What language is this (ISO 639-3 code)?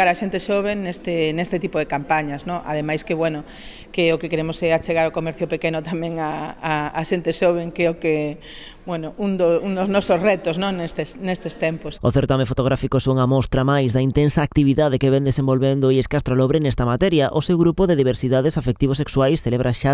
glg